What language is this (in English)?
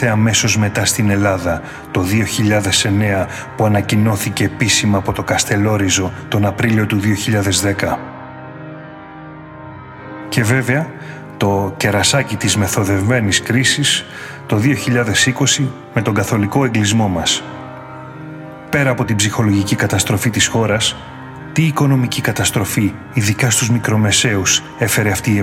Greek